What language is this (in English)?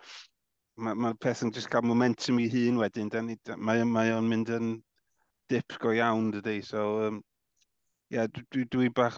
Welsh